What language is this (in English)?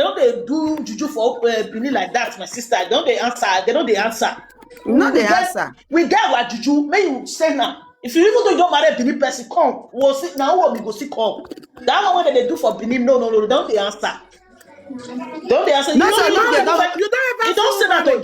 Nigerian Pidgin